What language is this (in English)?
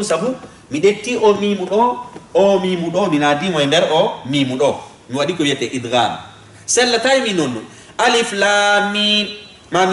Fula